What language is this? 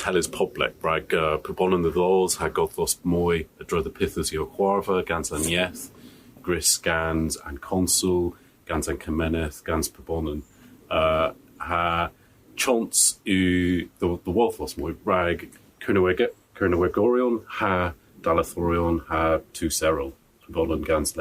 Cornish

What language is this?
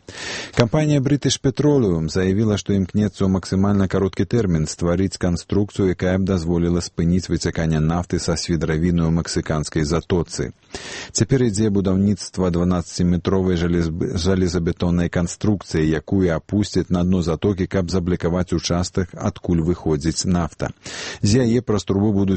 Belarusian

